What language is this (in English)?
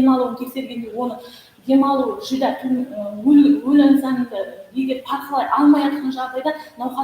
Kara-Kalpak